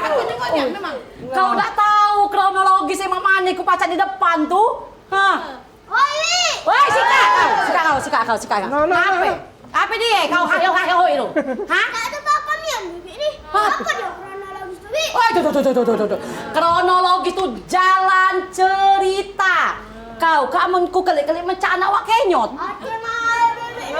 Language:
Musi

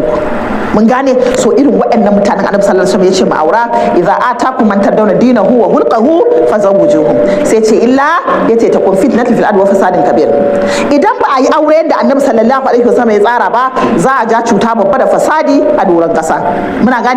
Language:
Hausa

